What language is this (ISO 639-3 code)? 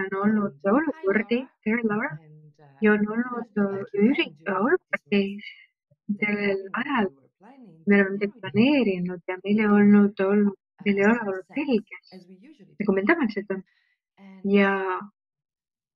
est